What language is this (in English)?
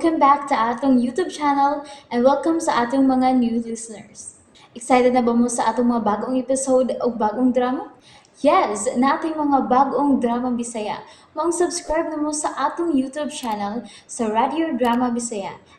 Cebuano